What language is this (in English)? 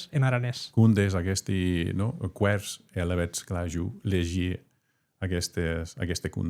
Occitan